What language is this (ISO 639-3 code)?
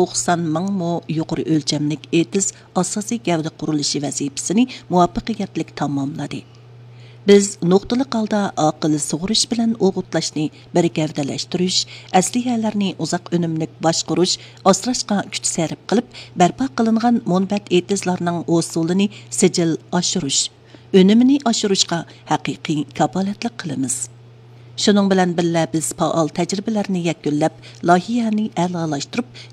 uig